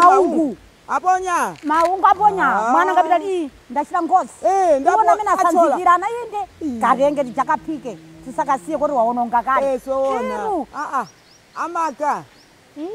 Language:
Nyanja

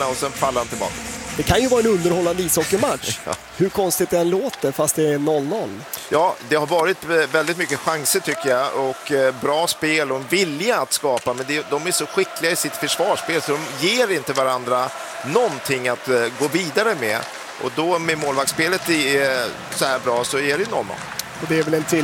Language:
Swedish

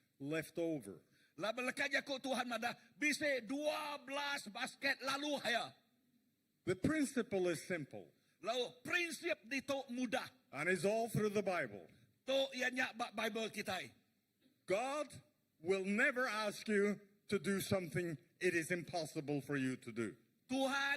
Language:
Iban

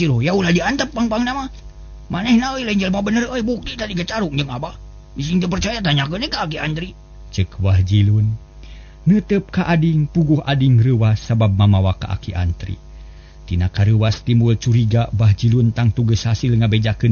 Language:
Sundanese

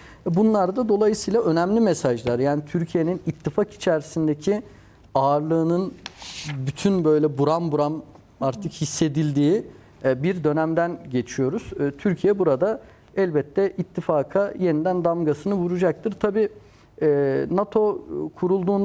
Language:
Turkish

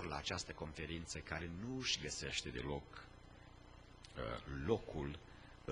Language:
Romanian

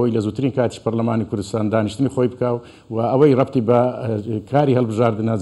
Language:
Central Kurdish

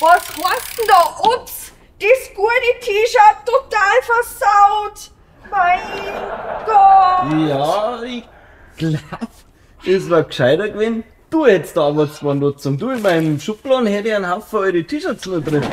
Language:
Bavarian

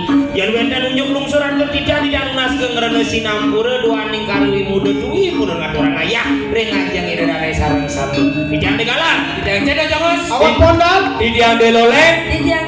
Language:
Balinese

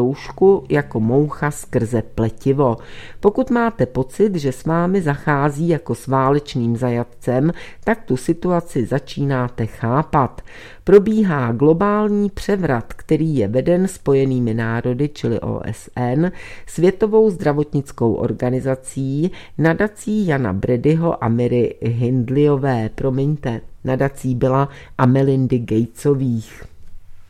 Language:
Czech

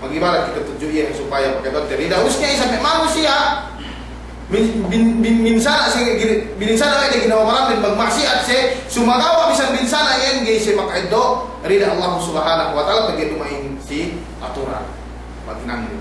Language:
Yakan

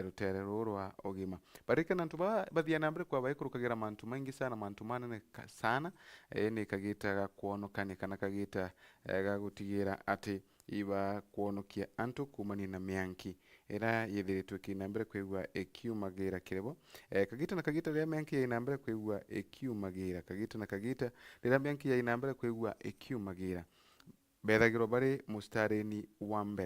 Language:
Meru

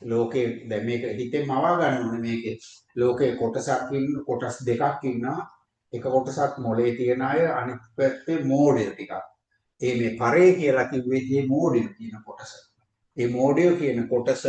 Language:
Sinhala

